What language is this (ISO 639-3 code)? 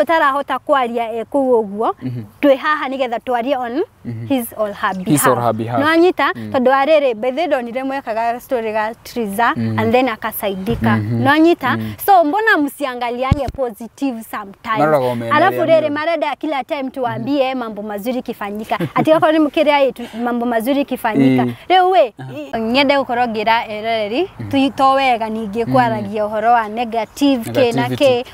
kik